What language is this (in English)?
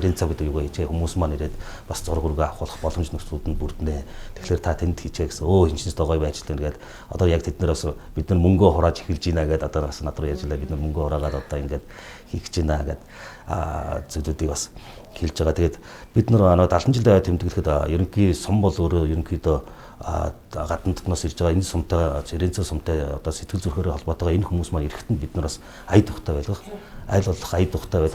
Mongolian